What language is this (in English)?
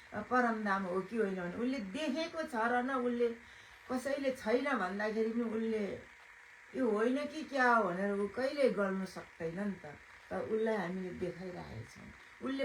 Nepali